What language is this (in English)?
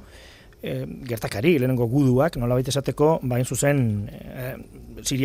Basque